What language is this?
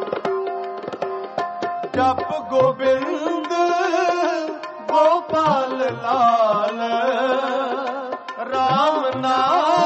Punjabi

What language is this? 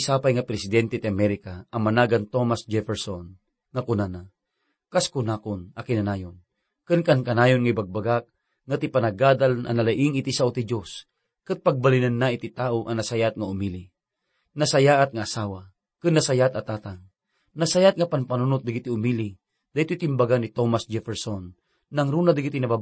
Iloko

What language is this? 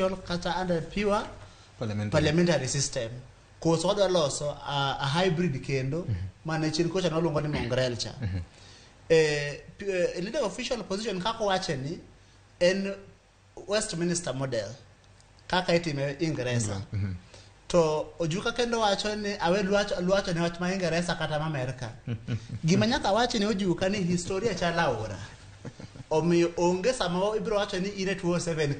Luo (Kenya and Tanzania)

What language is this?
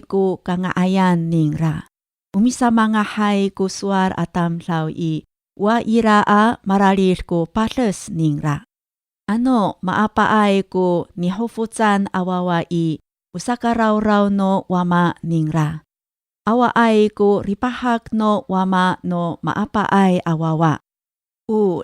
Amis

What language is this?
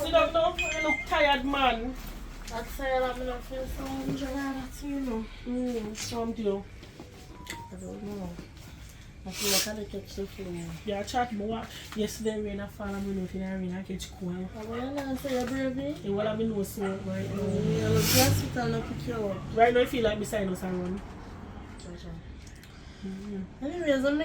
Jamaican Creole English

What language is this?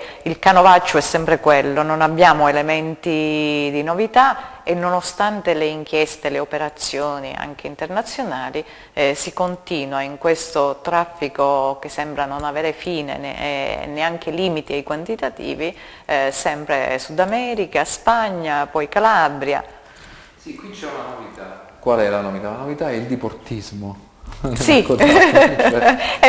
Italian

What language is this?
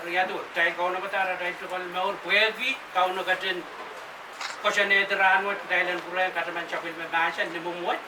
Pohnpeian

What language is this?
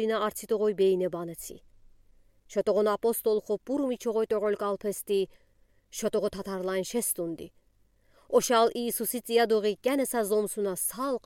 Udi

